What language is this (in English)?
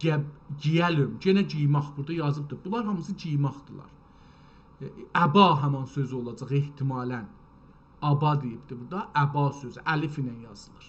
South Azerbaijani